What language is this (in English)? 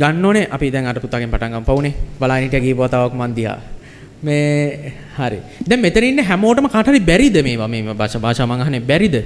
Sinhala